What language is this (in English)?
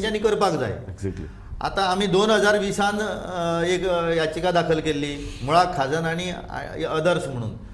Konkani